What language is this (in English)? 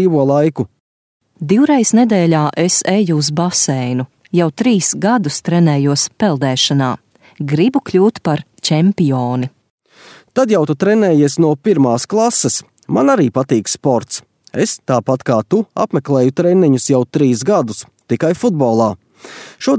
Latvian